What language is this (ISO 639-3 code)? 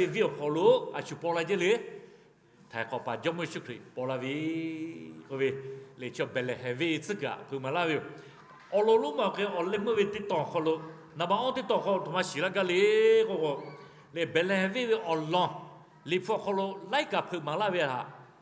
lhu